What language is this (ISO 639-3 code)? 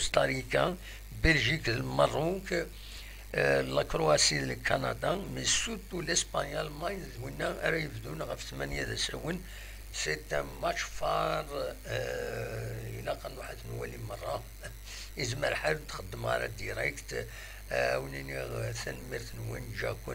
kab